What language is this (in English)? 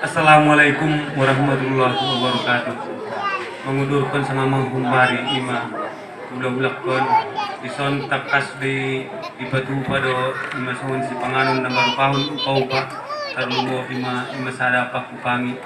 Batak Toba